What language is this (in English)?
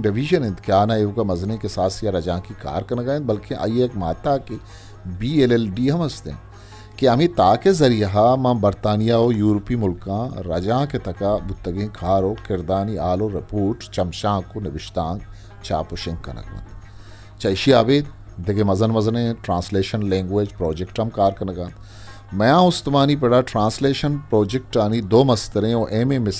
Eastern Balochi